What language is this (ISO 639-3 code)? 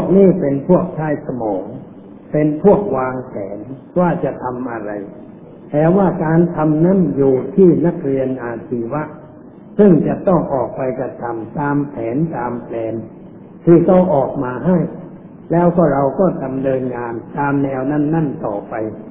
tha